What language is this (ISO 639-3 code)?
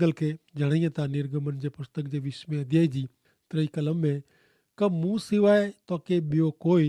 kfr